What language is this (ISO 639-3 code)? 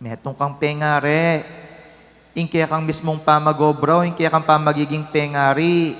pam